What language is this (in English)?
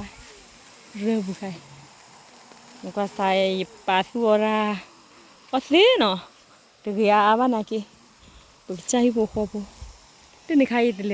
S'gaw Karen